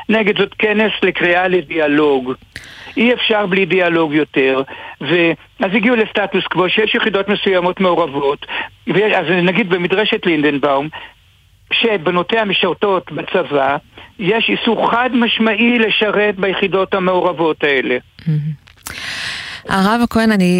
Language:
Hebrew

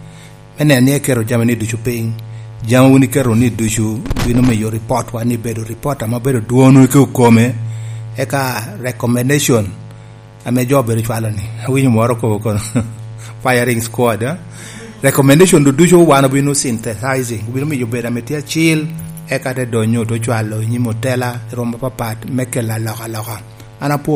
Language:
Lango (Uganda)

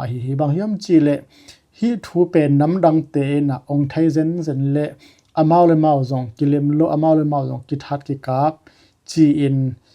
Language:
Tedim Chin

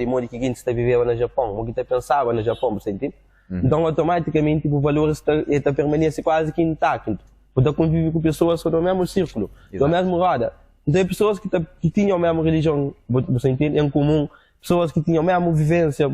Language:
Kabuverdianu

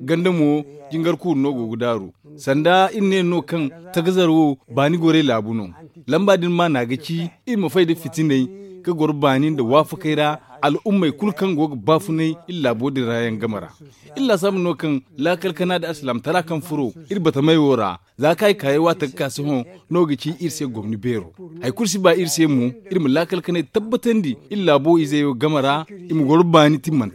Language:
Zarma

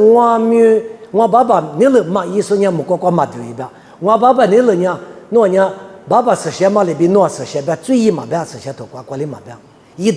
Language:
Lisu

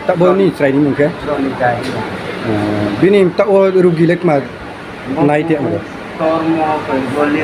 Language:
Riang (India)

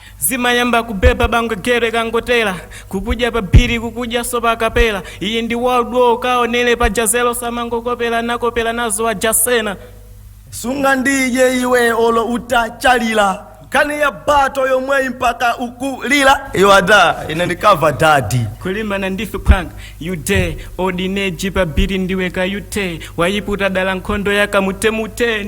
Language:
Nyanja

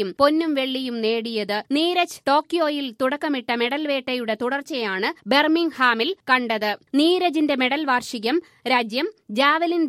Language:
Malayalam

